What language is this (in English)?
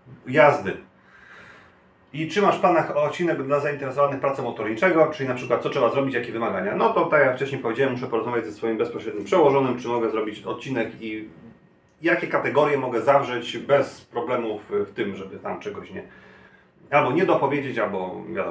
Polish